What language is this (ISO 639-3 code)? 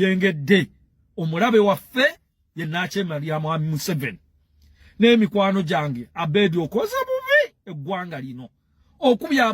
lug